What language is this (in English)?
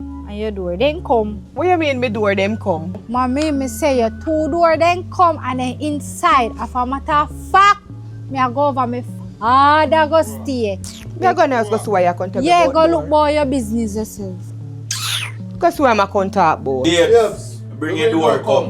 Jamaican Creole English